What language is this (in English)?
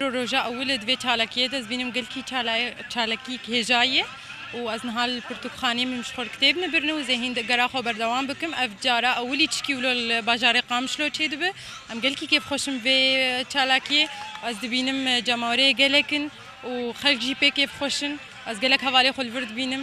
Kurdish